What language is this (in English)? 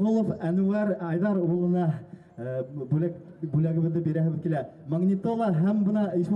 Bashkir